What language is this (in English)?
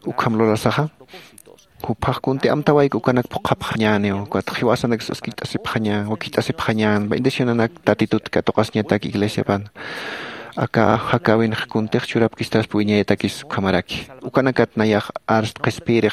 Aymara